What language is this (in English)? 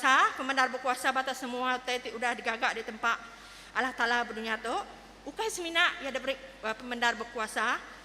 Iban